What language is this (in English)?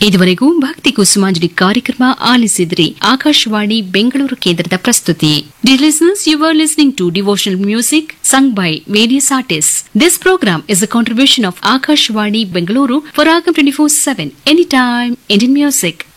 Kannada